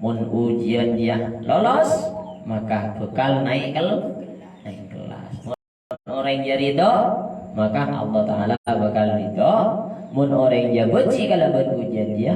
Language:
Madurese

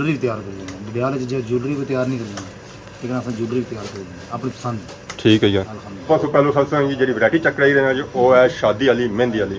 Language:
Pahari-Potwari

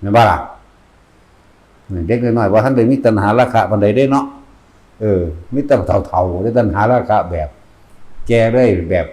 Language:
Northeastern Thai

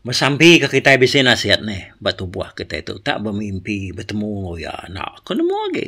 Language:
Iban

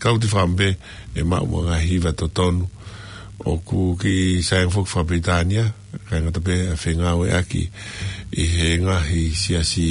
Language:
Tongan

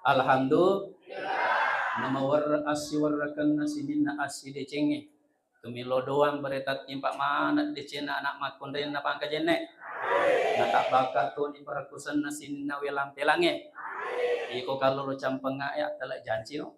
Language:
Buginese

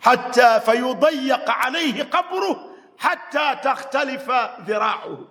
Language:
Ganda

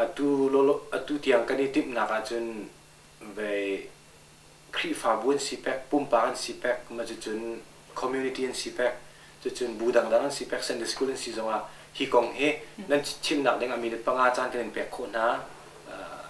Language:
Hakha Chin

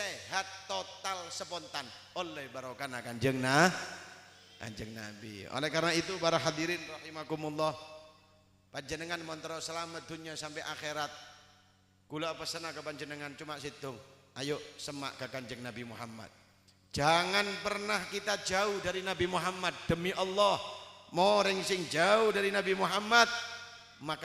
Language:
Madurese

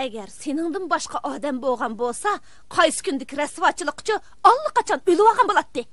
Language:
Uyghur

